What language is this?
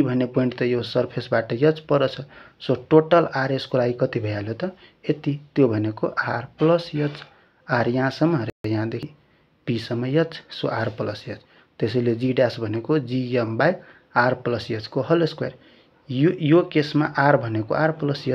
Nepali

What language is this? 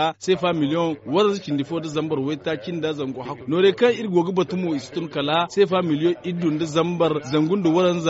Zarma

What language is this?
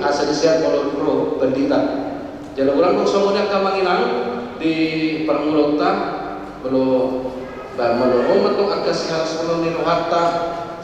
Batak Toba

